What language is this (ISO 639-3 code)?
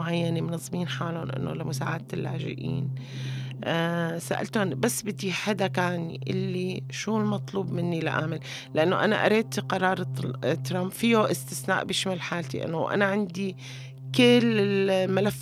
apc